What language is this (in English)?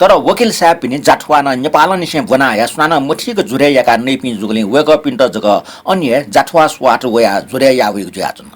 Newari